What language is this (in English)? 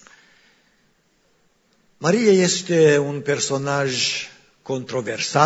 Romanian